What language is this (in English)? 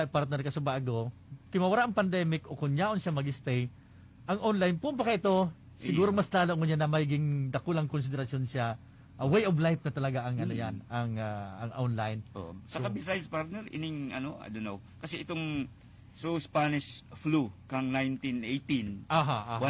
Bikol